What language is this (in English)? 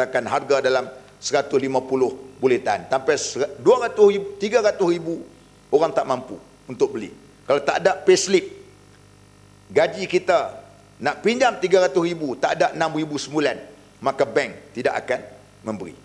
Malay